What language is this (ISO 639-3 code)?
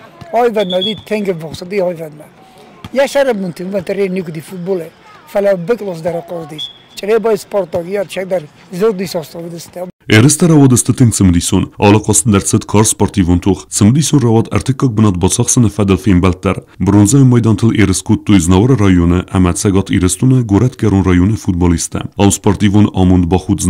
oss